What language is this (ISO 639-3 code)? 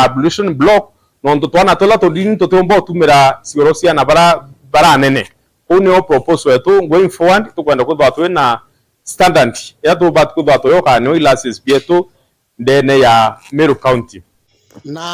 mer